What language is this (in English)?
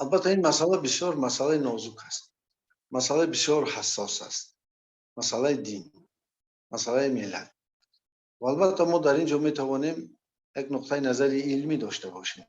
Persian